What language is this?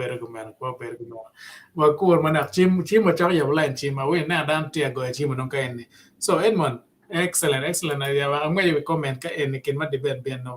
Acoli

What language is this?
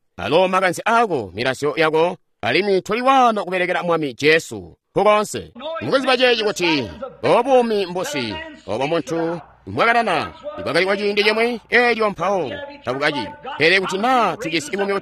Tonga (Zambia)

